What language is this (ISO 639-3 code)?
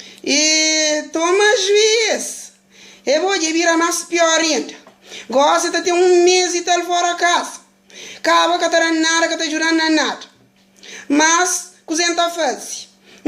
kea